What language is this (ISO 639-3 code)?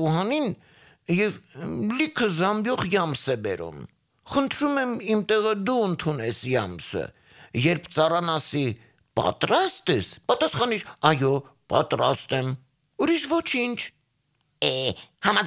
hye